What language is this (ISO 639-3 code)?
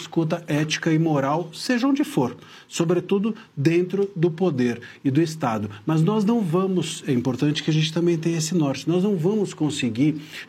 por